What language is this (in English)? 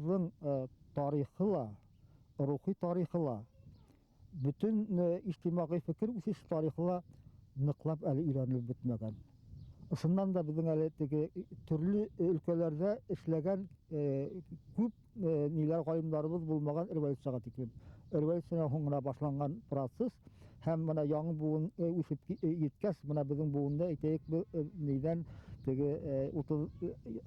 Bashkir